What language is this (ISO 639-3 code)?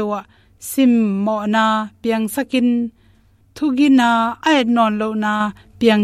ctd